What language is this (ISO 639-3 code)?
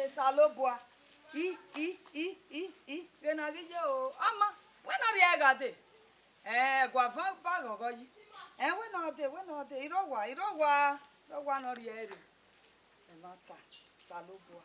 bin